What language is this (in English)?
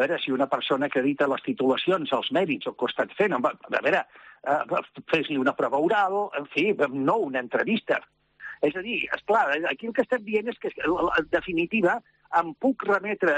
Catalan